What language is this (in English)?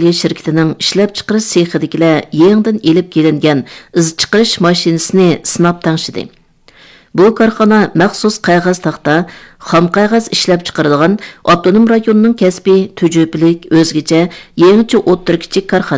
Uyghur